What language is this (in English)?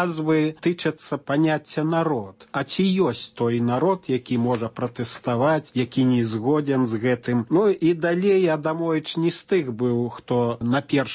Belarusian